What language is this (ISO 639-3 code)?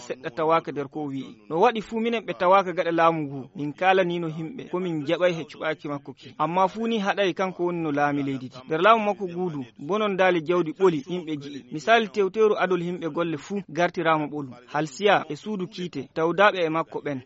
ful